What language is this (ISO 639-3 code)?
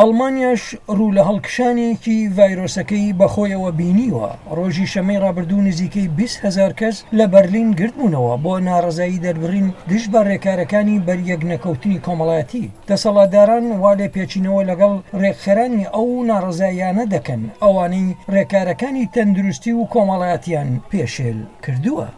ckb